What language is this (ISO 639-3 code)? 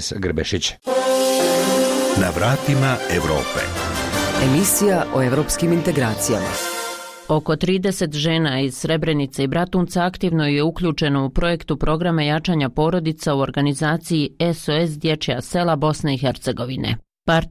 bos